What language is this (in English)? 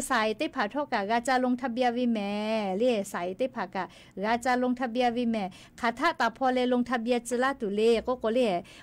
Lahu